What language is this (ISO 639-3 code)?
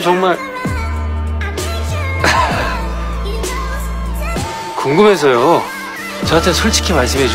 kor